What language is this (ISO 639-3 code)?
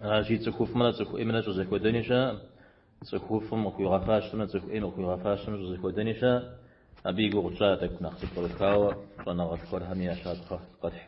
kbd